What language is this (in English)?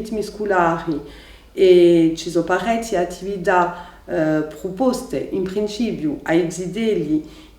Corsican